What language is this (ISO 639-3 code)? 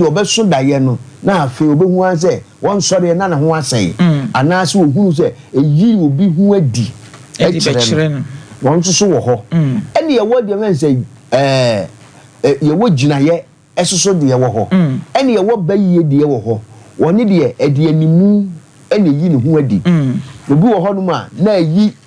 aka